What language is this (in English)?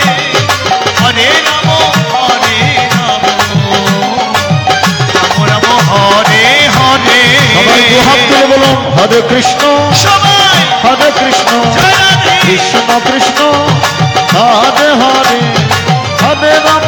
Bangla